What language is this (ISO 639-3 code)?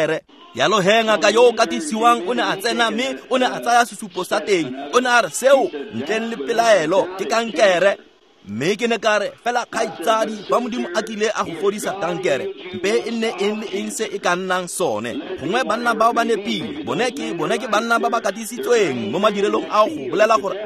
tsn